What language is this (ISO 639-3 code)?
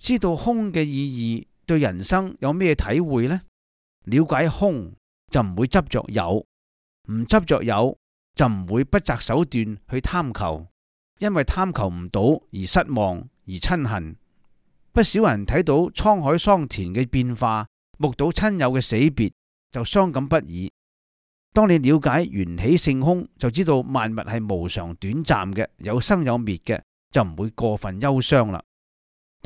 yue